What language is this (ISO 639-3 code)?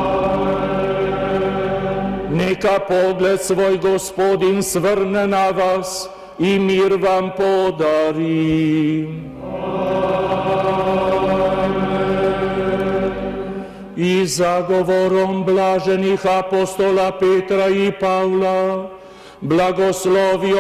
hrv